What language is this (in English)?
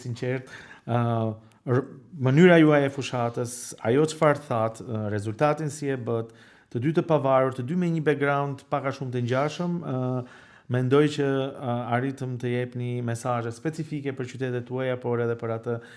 Albanian